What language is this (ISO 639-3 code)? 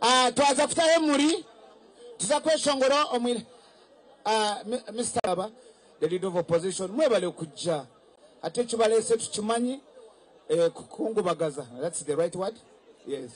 nyn